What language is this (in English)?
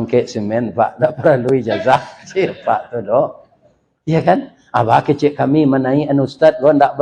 Minangkabau